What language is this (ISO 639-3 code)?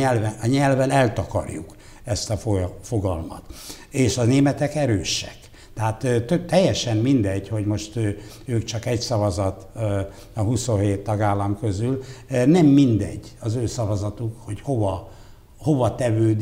hun